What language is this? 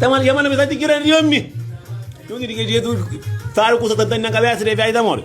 Kabuverdianu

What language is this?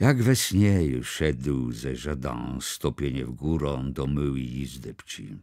Kashubian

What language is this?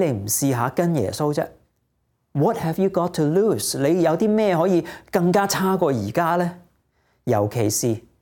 Cantonese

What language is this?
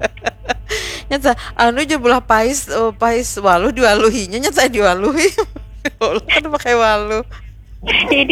Banjar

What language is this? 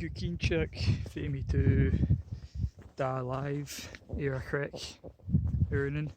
Scottish Gaelic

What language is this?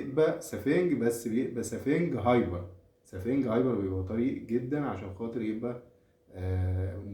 Egyptian Arabic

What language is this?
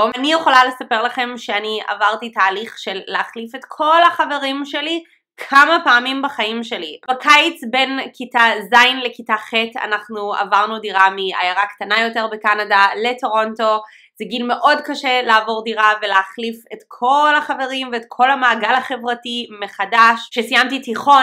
Hebrew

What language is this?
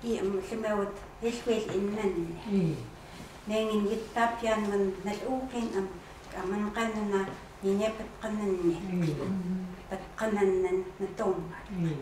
Chukot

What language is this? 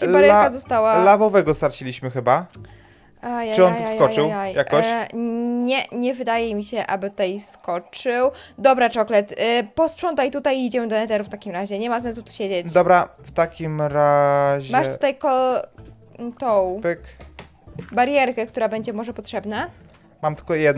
Polish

